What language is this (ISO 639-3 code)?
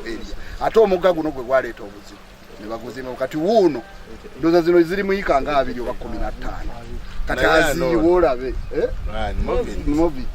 lug